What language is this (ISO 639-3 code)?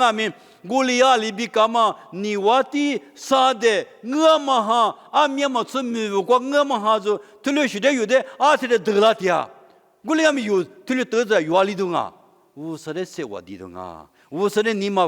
lis